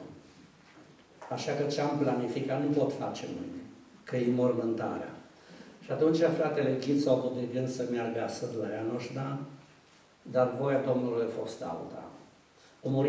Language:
Romanian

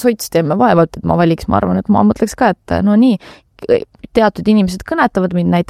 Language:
Estonian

